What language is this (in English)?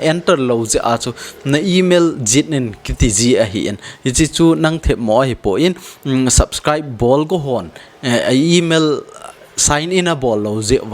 Thado Chin